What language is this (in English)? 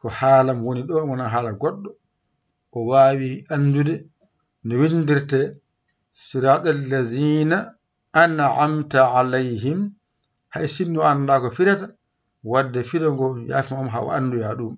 Fula